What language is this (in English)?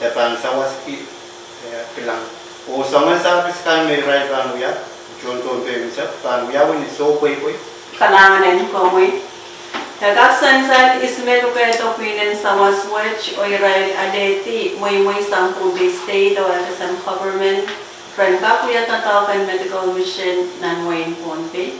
Pohnpeian